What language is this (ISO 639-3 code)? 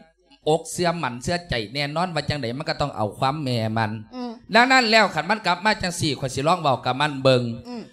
lao